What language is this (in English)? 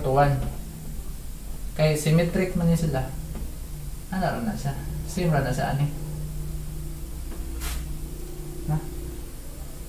Cebuano